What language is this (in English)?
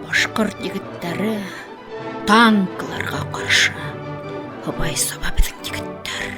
Bashkir